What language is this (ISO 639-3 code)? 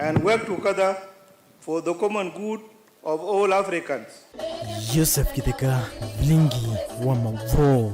kam